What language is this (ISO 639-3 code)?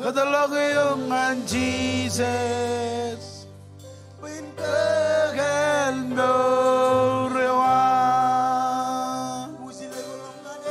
mah